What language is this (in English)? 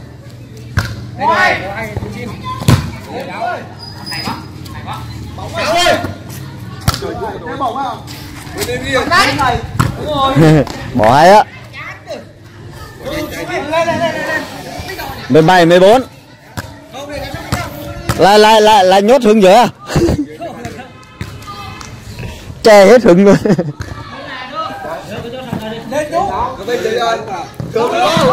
Vietnamese